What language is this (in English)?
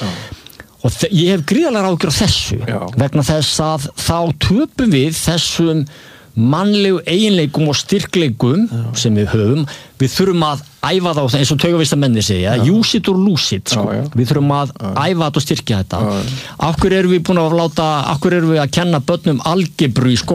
Icelandic